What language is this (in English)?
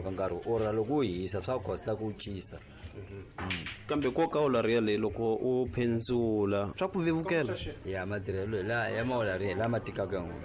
Tsonga